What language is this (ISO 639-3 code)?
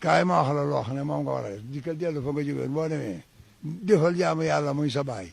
wol